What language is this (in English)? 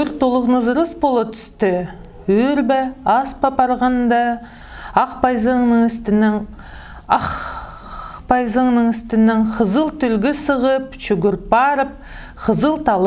Khakas